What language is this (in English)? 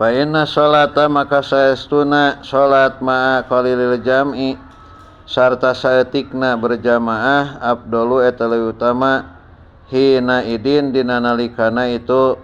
Sundanese